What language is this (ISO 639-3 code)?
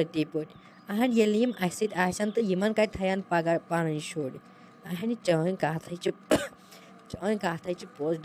kas